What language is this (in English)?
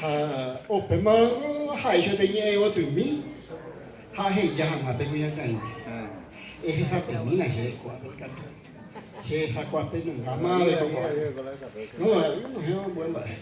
Guarani